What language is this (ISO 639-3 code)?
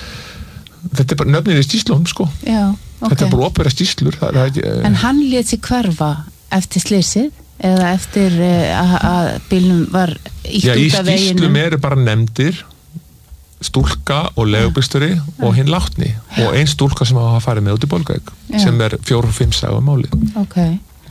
isl